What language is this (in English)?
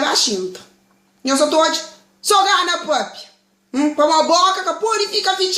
Kabuverdianu